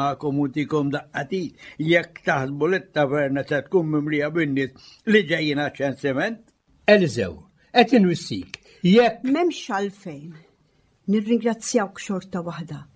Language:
Maltese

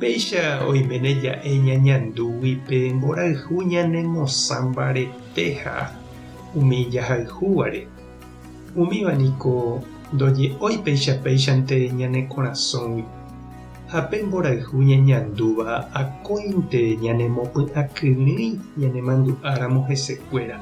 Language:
Guarani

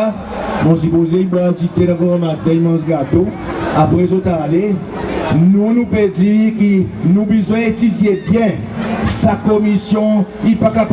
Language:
Seselwa Creole French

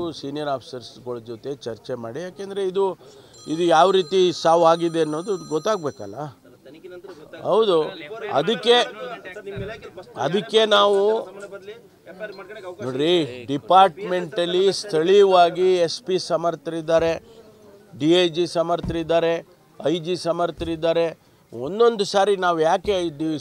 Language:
Kannada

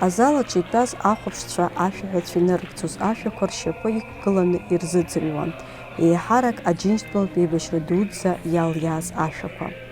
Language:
Abkhazian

